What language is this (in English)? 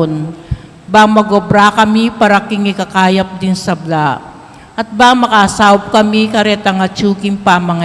Pampanga